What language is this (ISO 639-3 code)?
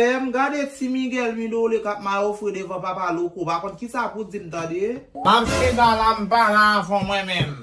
hat